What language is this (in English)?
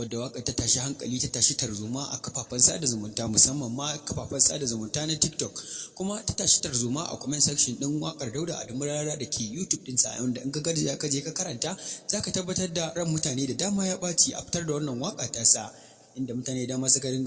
Hausa